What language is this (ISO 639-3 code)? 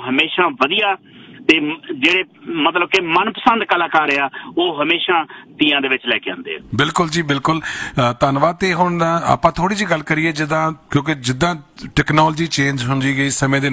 pan